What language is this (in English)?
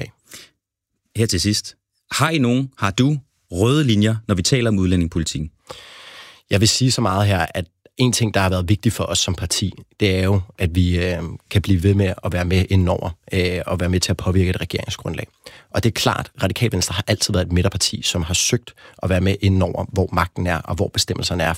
Danish